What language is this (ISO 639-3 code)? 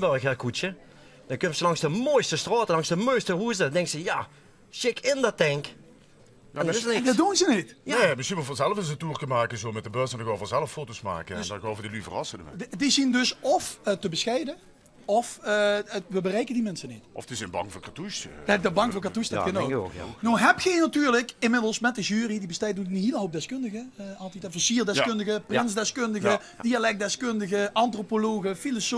lim